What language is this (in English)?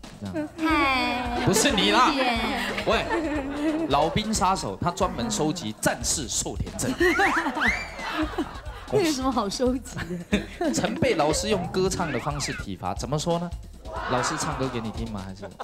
Chinese